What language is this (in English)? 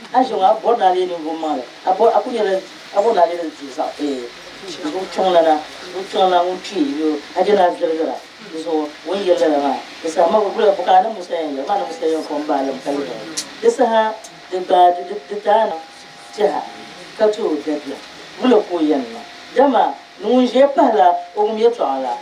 Dagbani